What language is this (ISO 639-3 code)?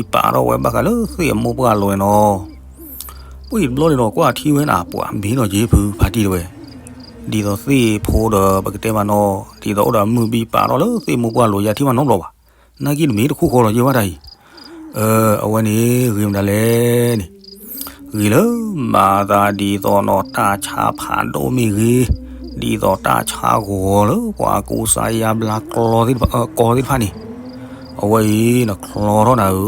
ksw